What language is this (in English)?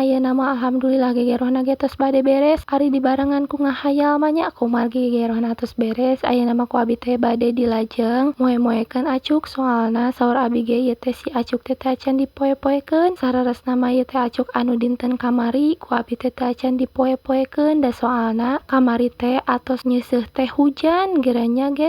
Sundanese